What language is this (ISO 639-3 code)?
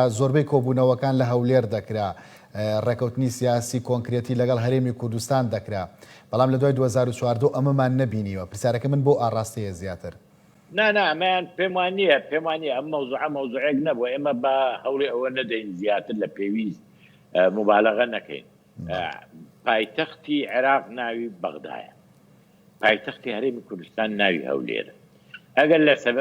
ckb